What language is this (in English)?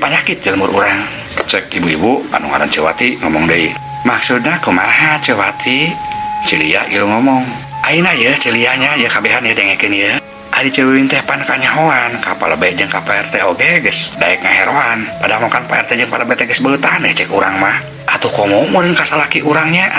Sundanese